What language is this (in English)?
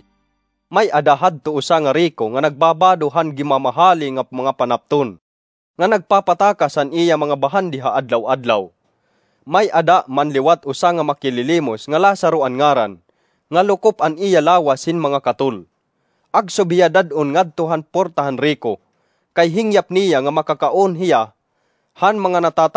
Waray